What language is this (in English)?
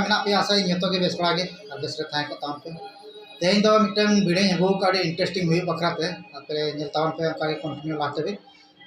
Santali